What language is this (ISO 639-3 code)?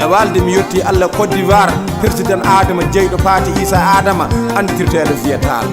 fuv